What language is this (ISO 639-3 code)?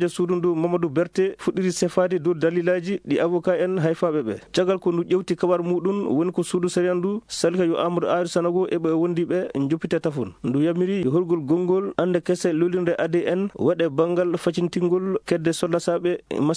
ful